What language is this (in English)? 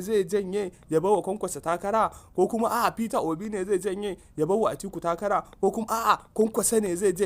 Hausa